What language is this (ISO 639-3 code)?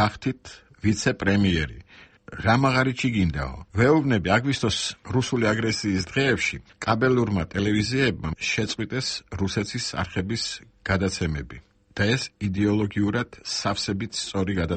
kat